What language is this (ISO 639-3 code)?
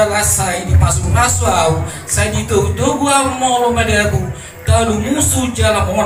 bbc